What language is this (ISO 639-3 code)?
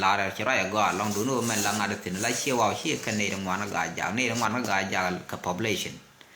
nus